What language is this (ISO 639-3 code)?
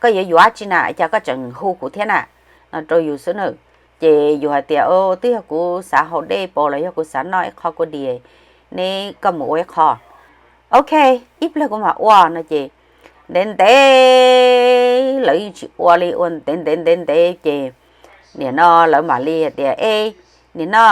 hmn